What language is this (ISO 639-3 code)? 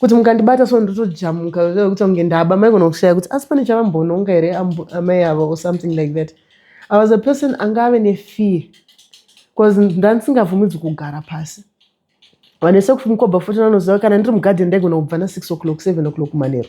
sna